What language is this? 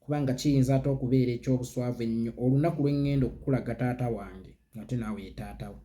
Ganda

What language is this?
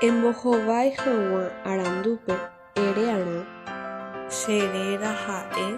Guarani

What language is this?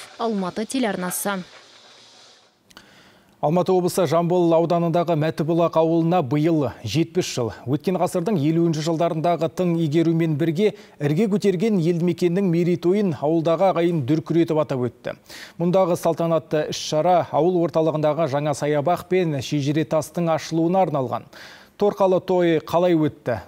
Kazakh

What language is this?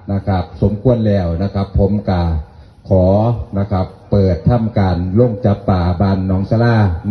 Northeastern Thai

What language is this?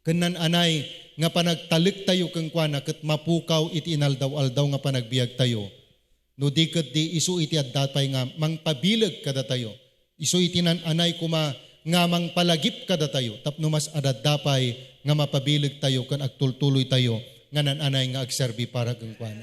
Iloko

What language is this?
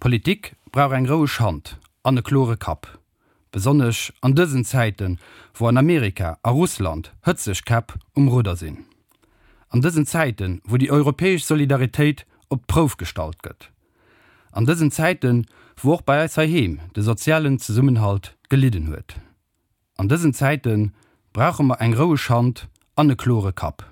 Luxembourgish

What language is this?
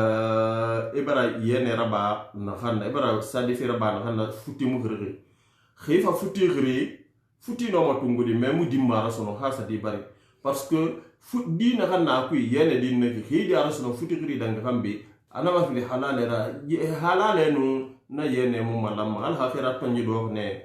Susu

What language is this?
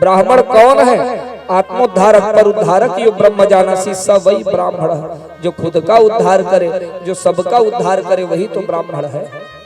Chhattisgarhi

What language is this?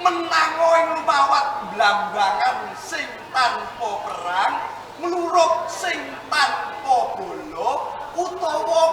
Javanese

